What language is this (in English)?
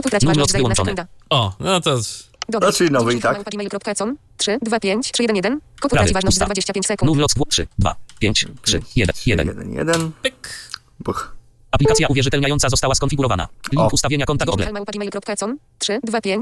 Polish